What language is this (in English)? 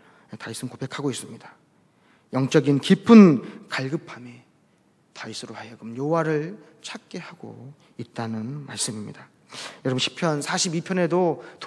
Korean